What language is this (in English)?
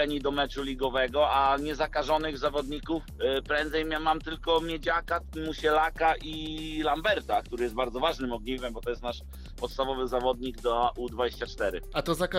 Polish